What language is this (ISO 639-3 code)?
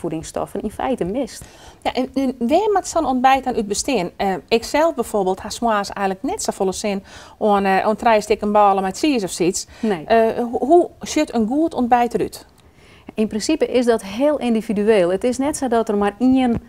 fry